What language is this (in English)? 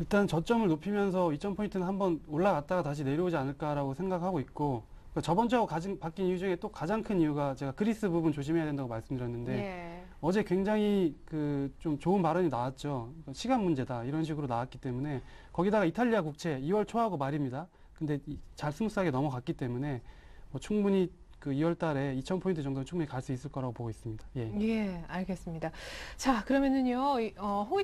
Korean